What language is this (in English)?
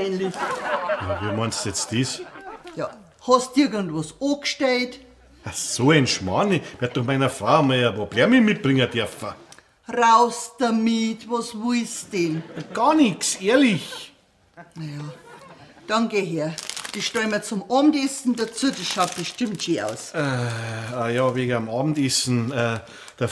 Bavarian